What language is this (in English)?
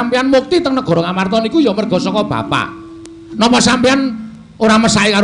Javanese